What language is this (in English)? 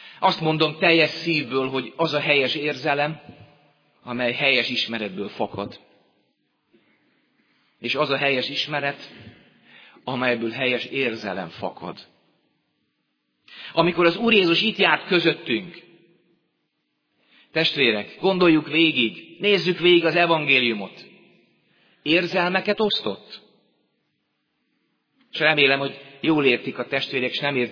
Hungarian